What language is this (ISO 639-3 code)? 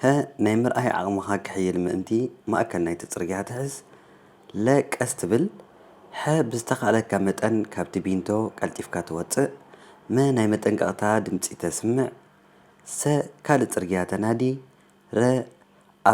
tir